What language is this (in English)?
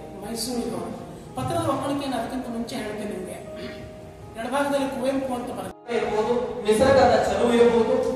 Kannada